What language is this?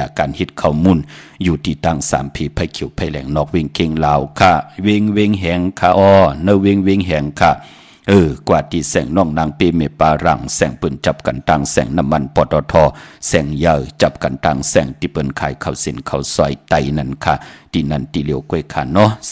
Shan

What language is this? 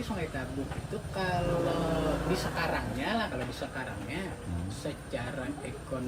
Banjar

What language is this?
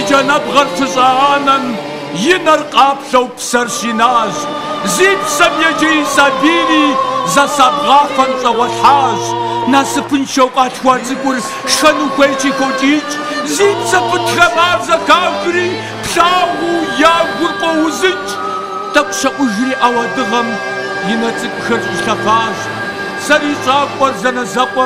Kabardian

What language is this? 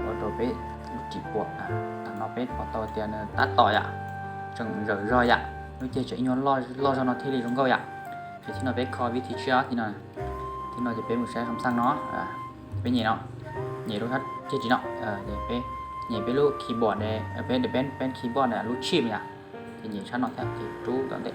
Hmong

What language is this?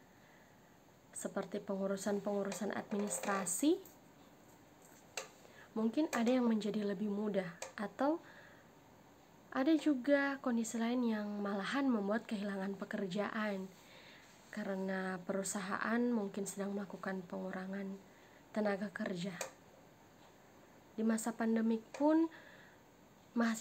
Indonesian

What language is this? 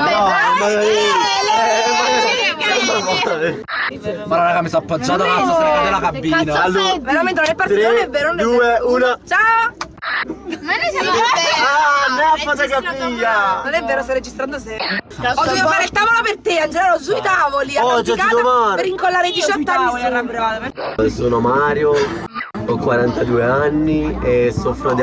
Italian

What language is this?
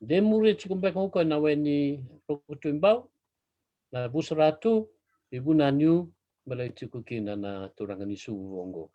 Fijian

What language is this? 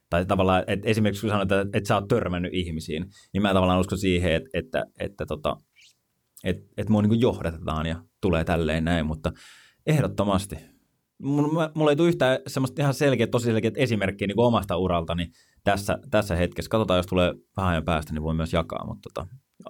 Finnish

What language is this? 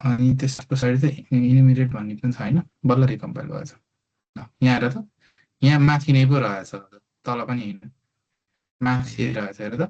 Nepali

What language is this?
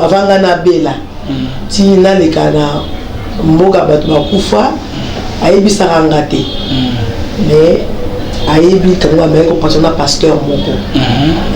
Lingala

